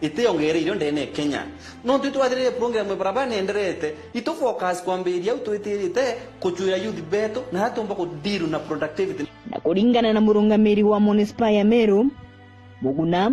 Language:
Meru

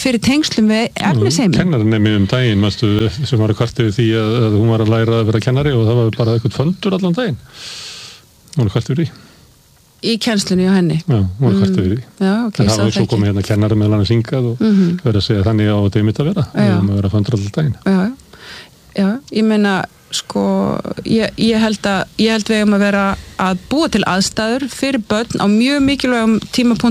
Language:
Icelandic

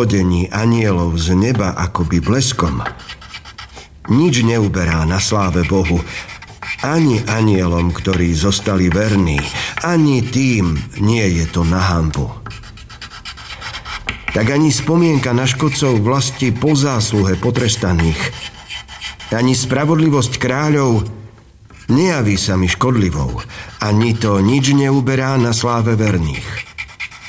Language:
Slovak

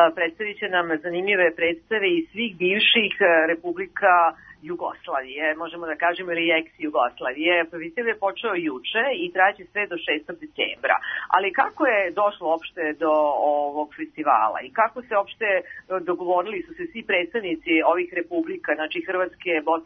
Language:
Serbian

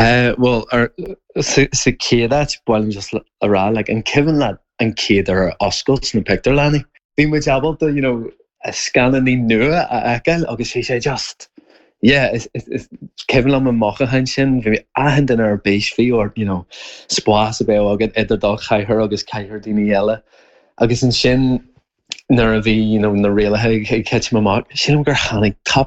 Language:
Irish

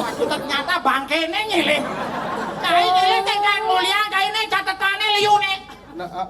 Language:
Balinese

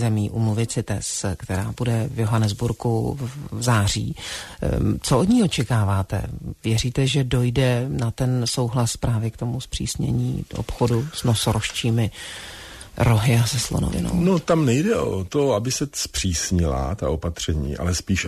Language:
Czech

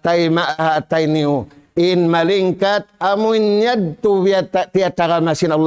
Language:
Tausug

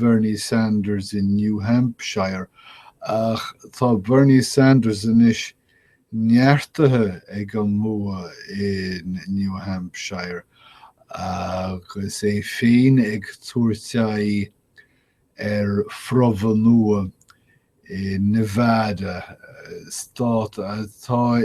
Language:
Irish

